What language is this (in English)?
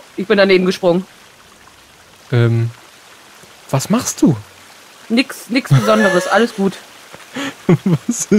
German